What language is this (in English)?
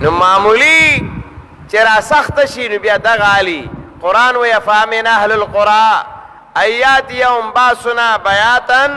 Pashto